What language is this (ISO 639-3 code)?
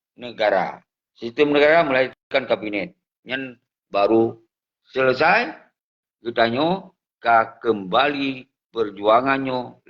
ace